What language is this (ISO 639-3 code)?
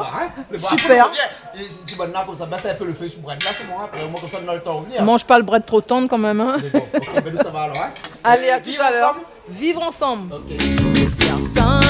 rcf